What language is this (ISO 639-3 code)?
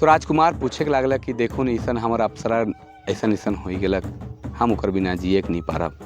sck